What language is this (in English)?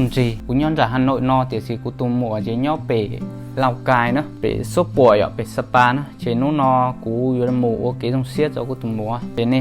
Hmong